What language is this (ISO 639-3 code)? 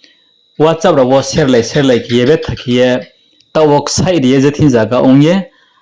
ria